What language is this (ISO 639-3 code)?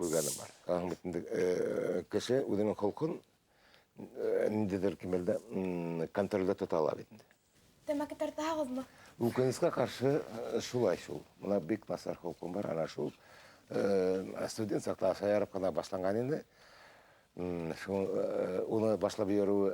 bak